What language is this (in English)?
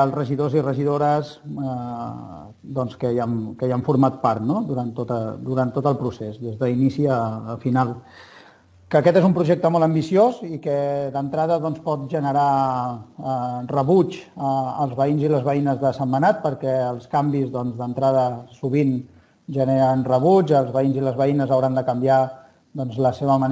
Catalan